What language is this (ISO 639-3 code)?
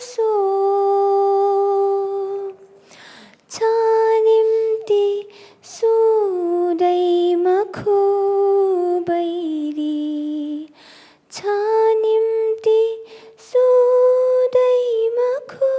new